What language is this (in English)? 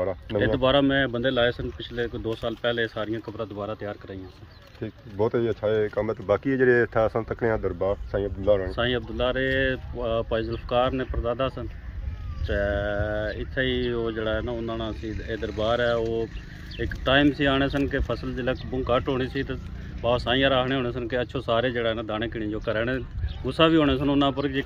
Pahari-Potwari